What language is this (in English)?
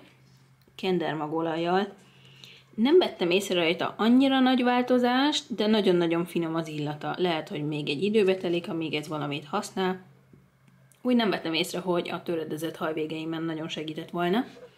Hungarian